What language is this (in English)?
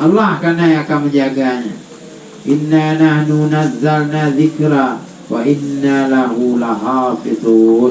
Achinese